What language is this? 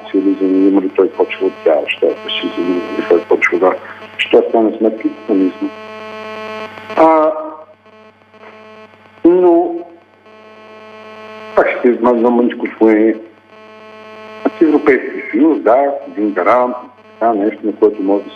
Bulgarian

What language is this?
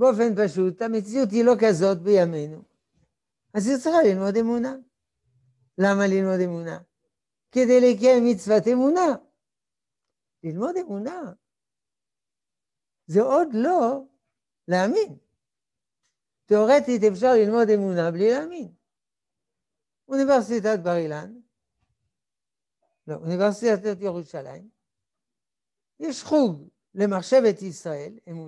Hebrew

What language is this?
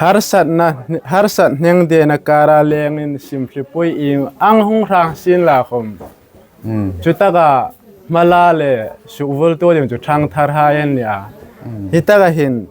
Hmar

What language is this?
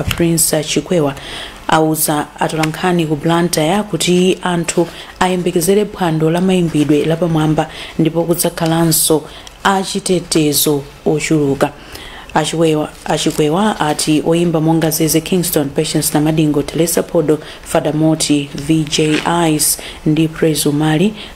Nyanja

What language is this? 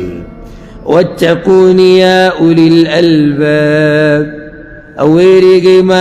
Pashto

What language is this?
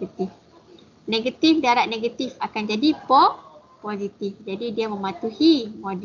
Malay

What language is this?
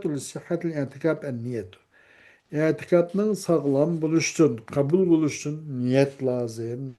Uyghur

